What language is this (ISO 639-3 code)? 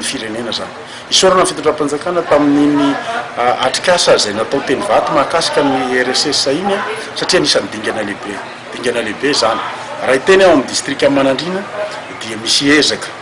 mlg